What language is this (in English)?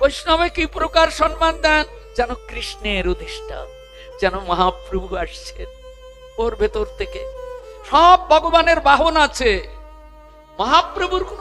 Bangla